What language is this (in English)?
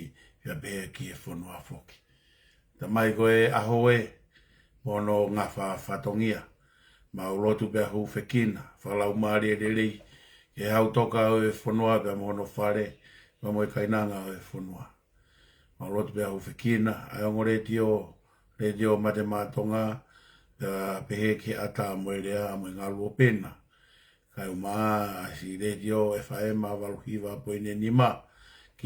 Tongan